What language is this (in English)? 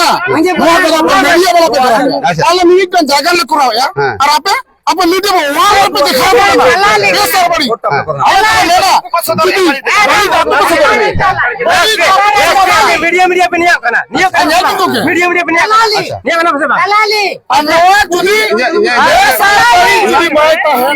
Santali